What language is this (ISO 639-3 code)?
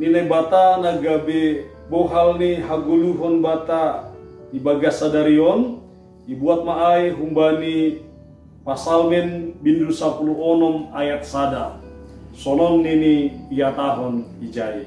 bts